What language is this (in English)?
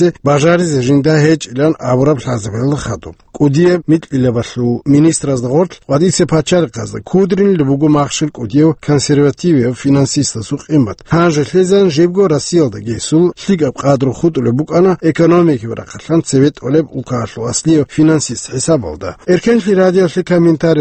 Avaric